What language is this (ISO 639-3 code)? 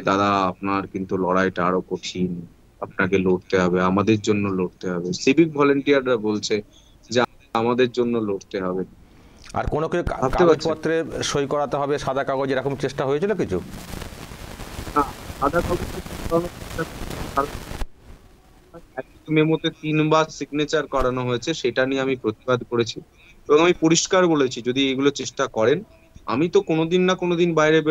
ben